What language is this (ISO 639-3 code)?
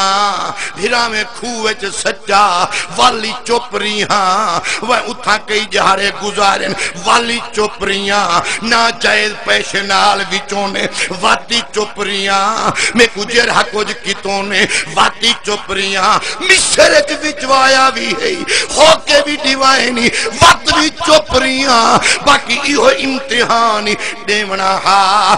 skr